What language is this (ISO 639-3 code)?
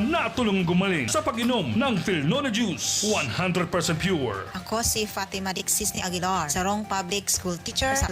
bik